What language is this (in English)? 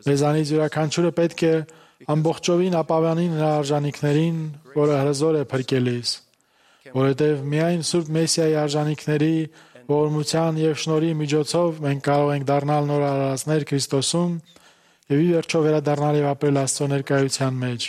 Armenian